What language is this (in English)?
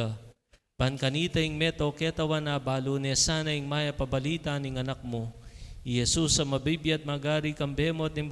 Pampanga